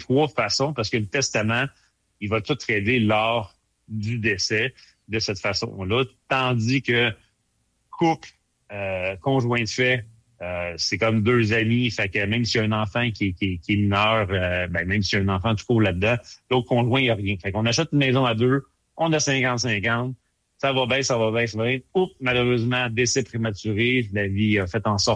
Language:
French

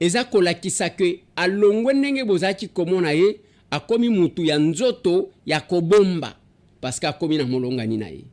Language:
Lingala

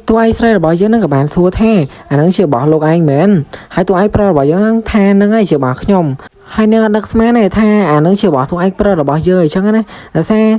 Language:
Khmer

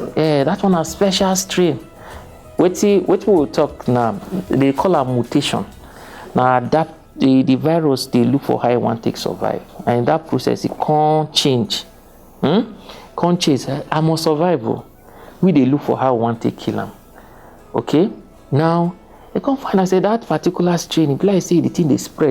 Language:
Nigerian Pidgin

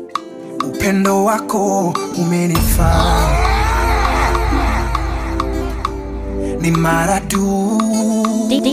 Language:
Swahili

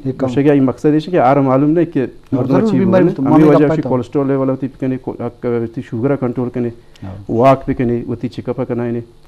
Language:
Eastern Balochi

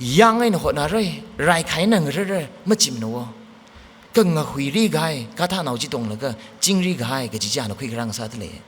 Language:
Tangkhul Naga (India)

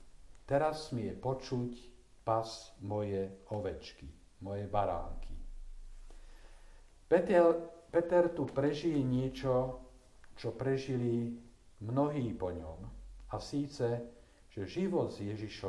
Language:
Slovak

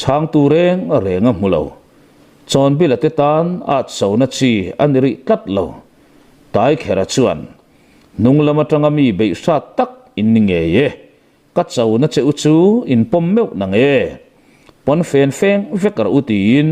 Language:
Mizo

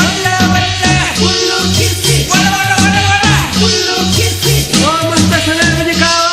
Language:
Newari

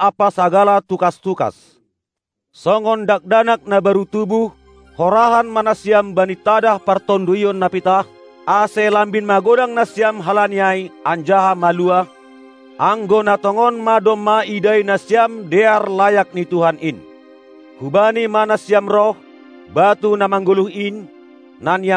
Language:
Batak Simalungun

